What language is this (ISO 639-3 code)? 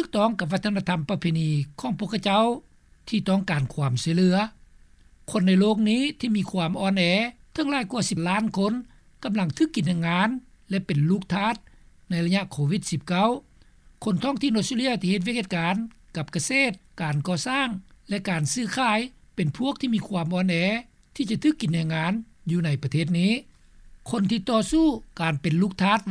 lao